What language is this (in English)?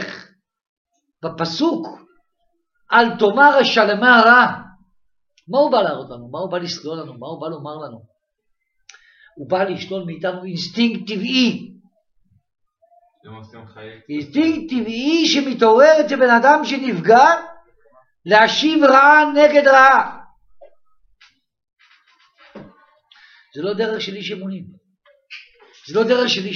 Hebrew